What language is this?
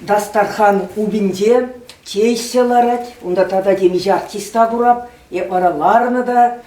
Chuvash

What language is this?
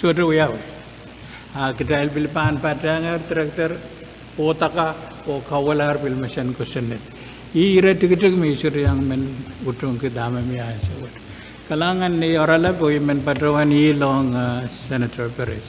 Pohnpeian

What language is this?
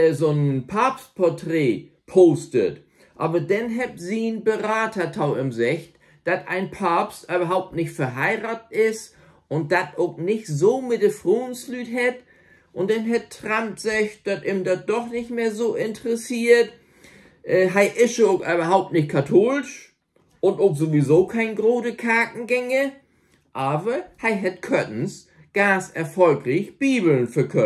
Low German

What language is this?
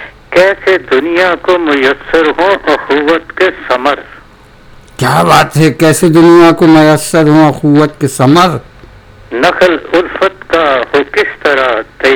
Urdu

